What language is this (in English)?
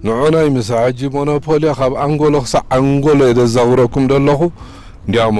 Tigrinya